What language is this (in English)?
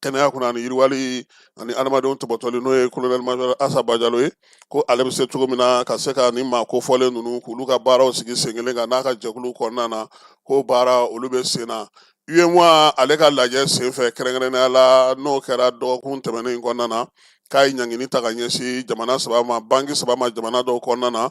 Bambara